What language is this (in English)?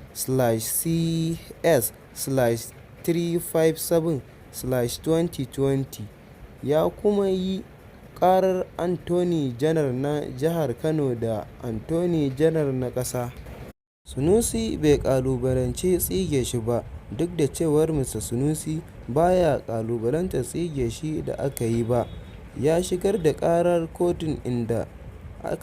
Hausa